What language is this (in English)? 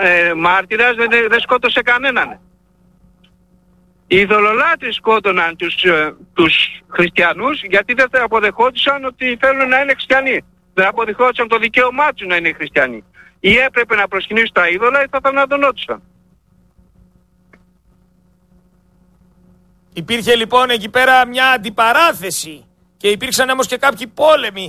Greek